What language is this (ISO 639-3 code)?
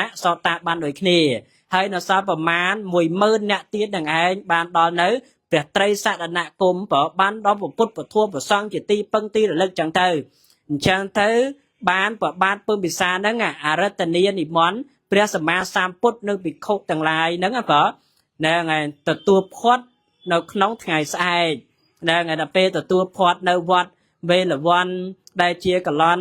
khm